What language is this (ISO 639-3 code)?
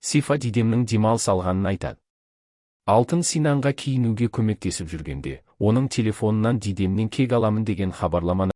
kaz